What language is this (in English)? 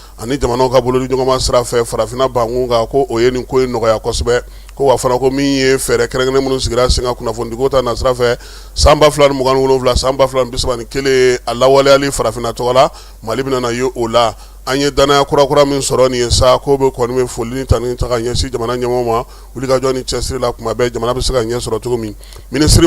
Bambara